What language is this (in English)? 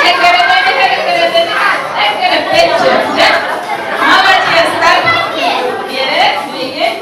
Yakut